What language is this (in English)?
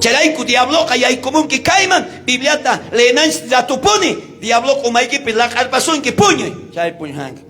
South Bolivian Quechua